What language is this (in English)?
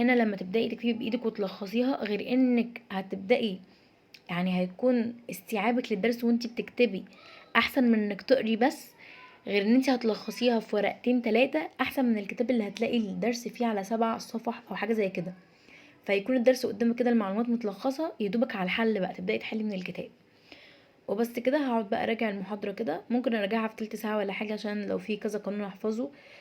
Egyptian Arabic